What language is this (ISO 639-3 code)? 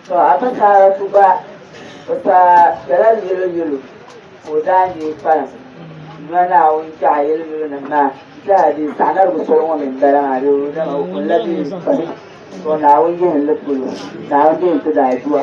dag